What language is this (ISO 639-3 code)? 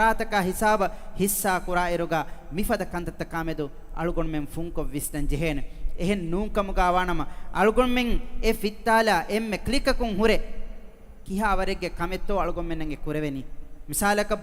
div